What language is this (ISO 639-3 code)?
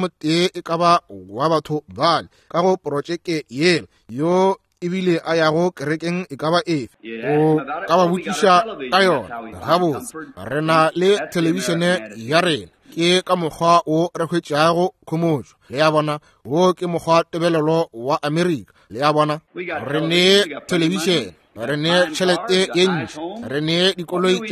nso